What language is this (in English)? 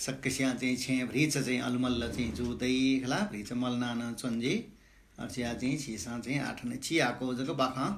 Newari